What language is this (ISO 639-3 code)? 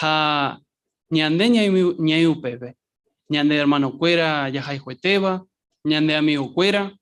grn